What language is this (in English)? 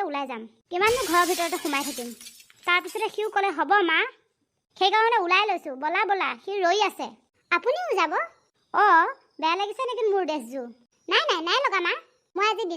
Assamese